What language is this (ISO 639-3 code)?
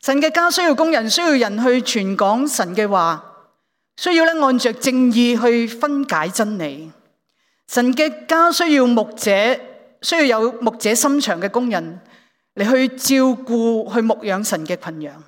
yue